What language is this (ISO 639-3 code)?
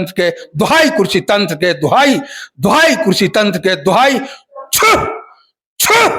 bho